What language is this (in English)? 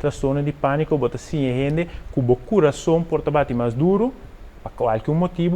Papiamento